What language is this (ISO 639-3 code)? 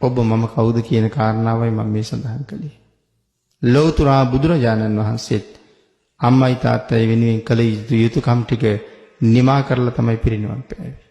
sin